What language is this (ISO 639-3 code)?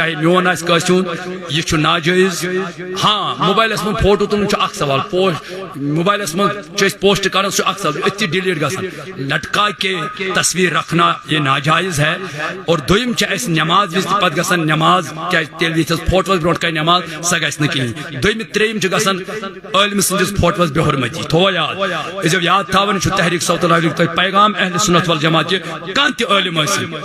kas